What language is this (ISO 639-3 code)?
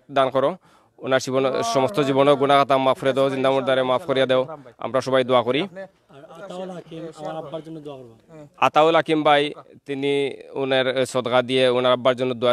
syl